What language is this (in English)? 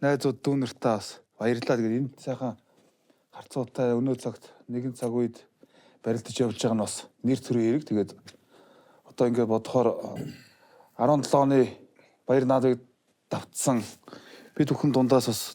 Mongolian